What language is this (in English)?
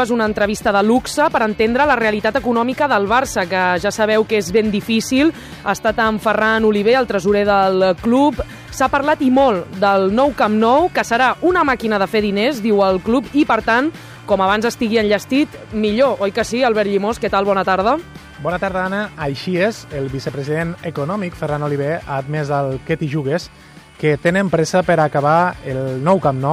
Catalan